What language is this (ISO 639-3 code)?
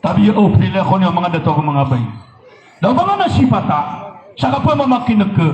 mrw